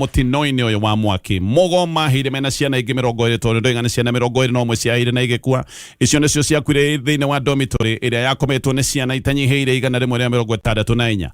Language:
Kikuyu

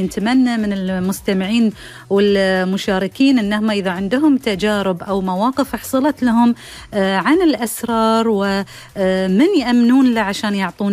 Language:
Gulf Arabic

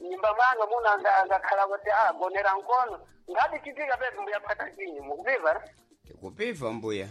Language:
Sena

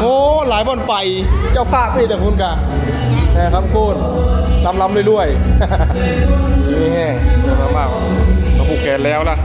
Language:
Northeastern Thai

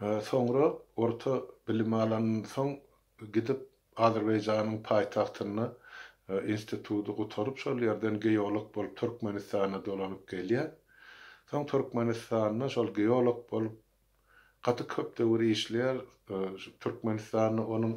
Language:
Turkmen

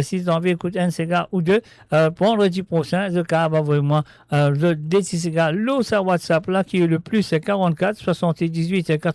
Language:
Morisyen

